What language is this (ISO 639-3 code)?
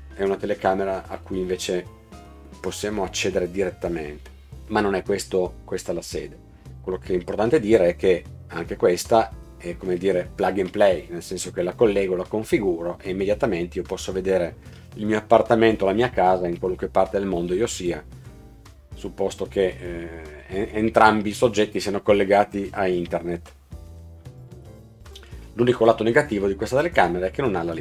ita